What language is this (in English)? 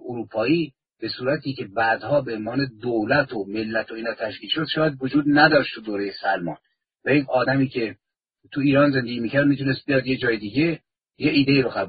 Persian